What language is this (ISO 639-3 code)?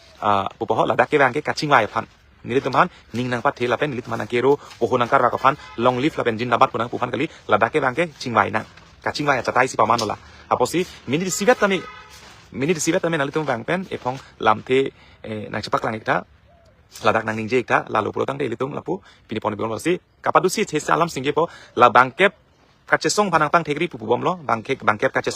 mjw